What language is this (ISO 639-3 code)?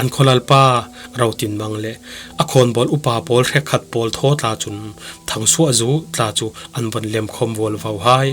cfm